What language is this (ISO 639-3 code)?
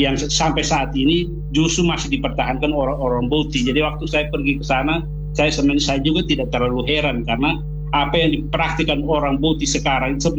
ind